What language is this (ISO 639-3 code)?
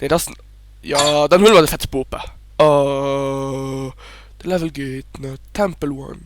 ltz